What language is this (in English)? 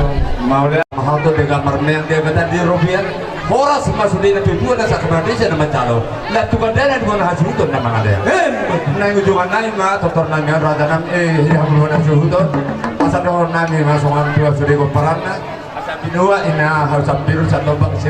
Batak Toba